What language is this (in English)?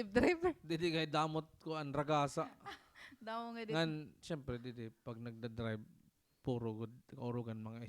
Waray